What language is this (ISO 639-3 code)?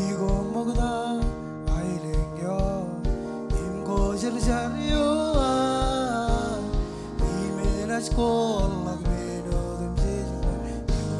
mah